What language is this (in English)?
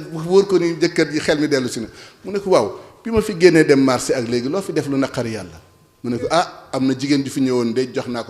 Wolof